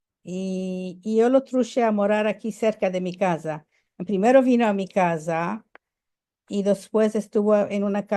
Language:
Ladino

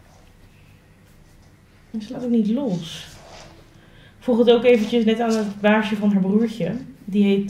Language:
Dutch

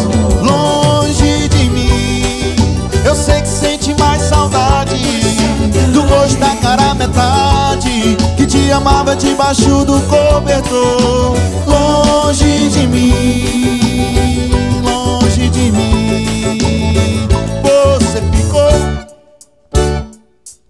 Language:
Portuguese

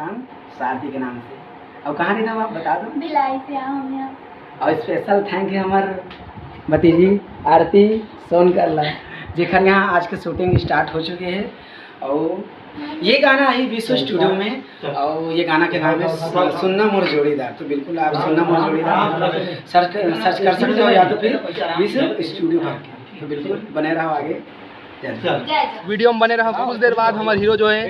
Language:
Chhattisgarhi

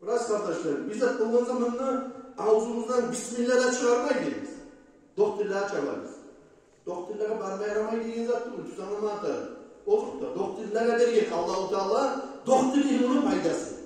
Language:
Kumyk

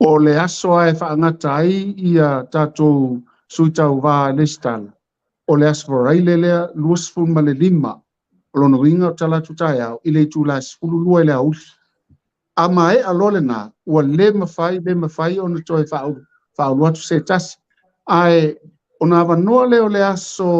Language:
Samoan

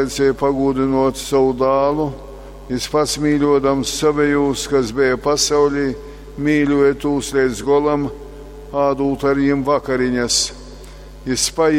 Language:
Latgalian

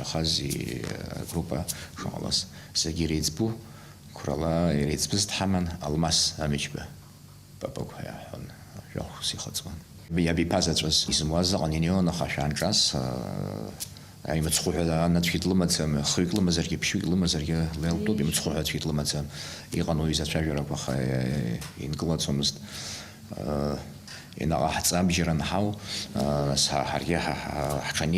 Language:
Abkhazian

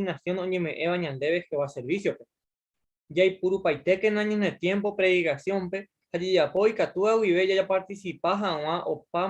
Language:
Guarani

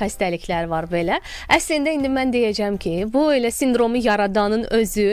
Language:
Azerbaijani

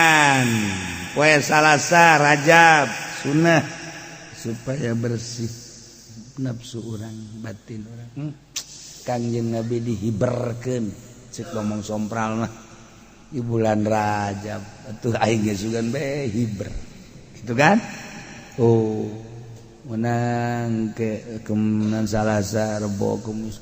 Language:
Sundanese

